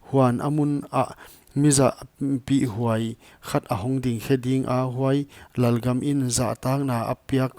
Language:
Paite Chin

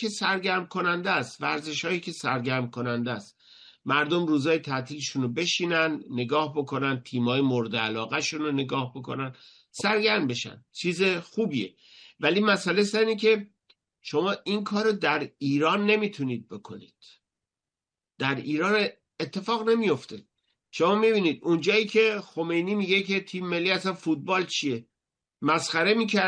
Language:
Persian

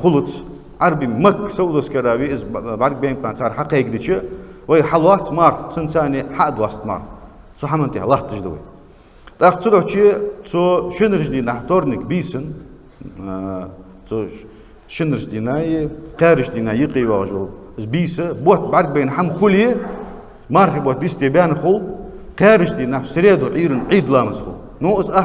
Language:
Ingush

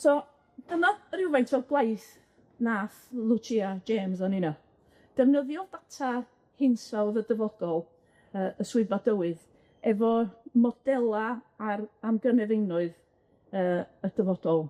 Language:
Welsh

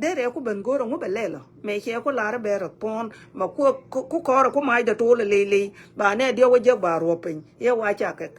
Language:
Nuer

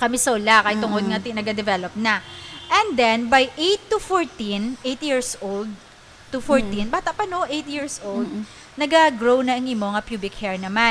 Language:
Hiligaynon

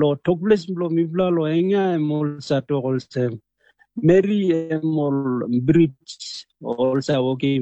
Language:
Tok Pisin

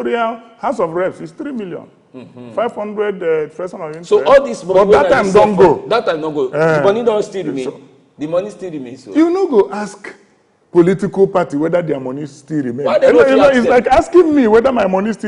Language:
Nigerian Pidgin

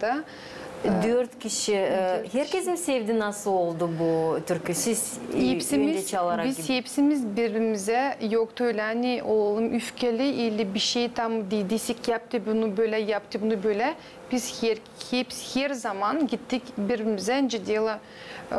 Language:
Gagauz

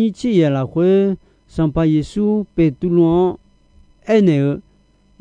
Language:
Akha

